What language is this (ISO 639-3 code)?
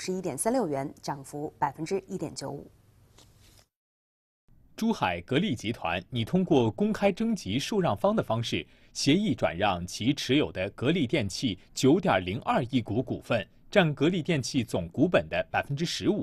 zho